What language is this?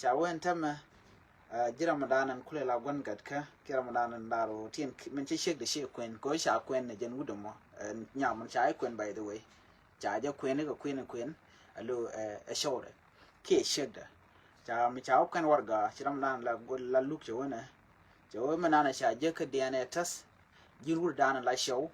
Nuer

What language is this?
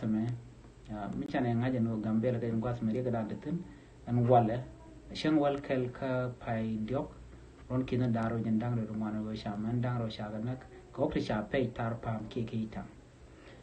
Nuer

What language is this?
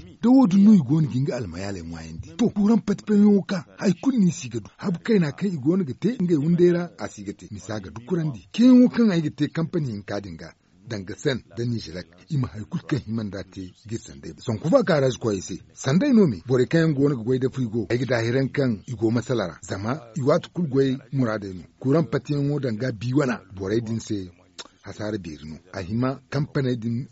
Zarma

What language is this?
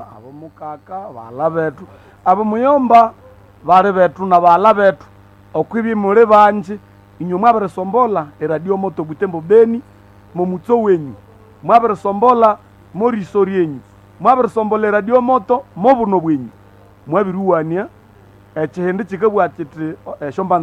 Nande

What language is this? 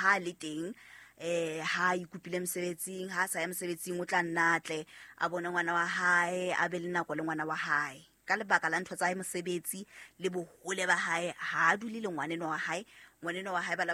Southern Sotho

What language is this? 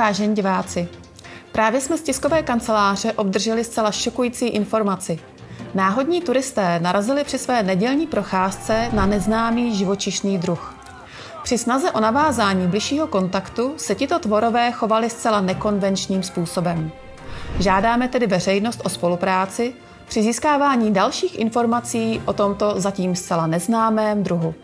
Czech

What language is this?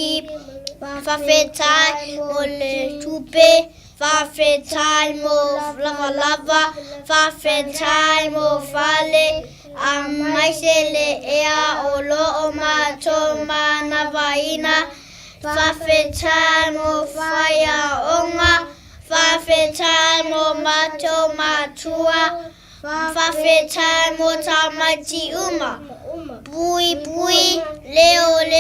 Samoan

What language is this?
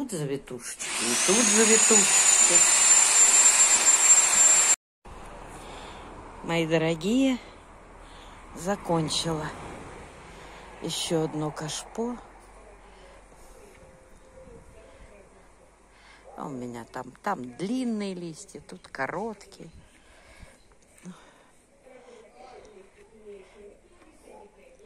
Russian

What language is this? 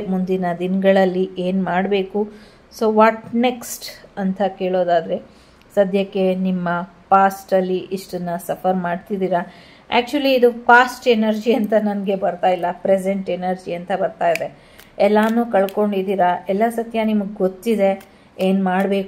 Kannada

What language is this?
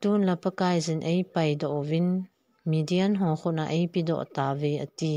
Thado Chin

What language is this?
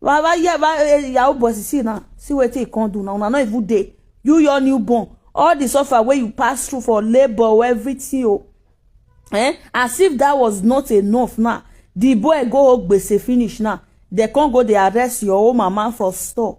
Nigerian Pidgin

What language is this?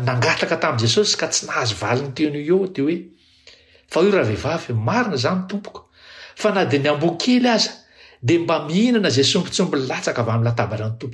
Malagasy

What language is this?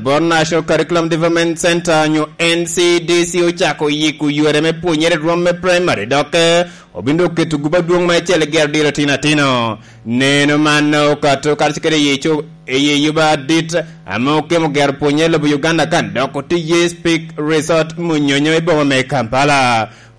Lango (Uganda)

